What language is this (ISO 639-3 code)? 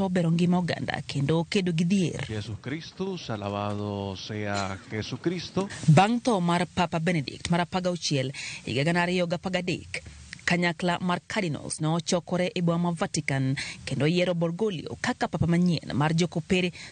luo